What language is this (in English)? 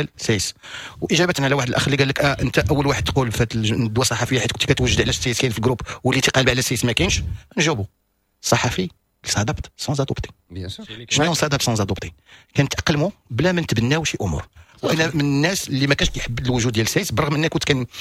Moroccan Arabic